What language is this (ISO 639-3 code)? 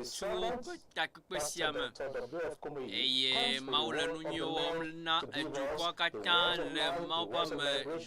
ewe